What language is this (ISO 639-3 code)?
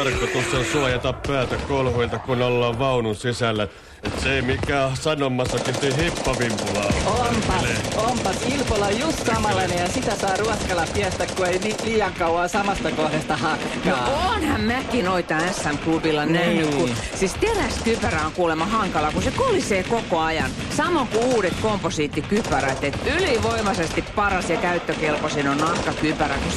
fin